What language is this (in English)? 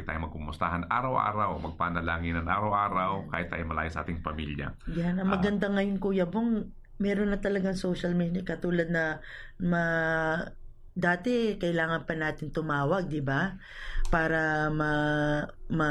Filipino